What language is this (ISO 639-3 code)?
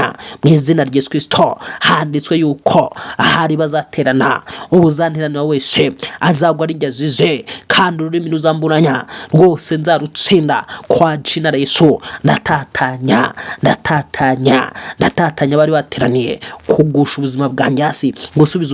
kin